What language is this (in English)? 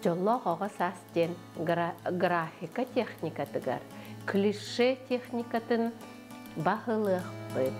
Yakut